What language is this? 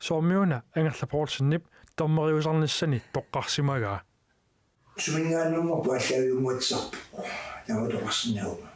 Kalaallisut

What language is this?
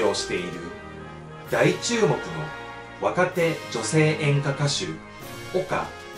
Japanese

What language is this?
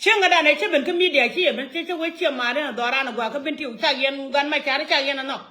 Nuer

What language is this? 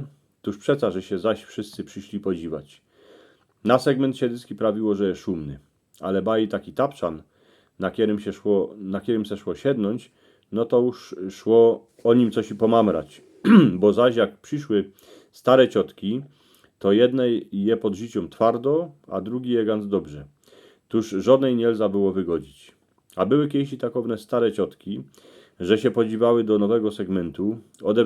Silesian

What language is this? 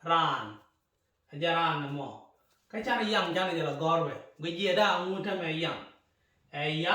Nuer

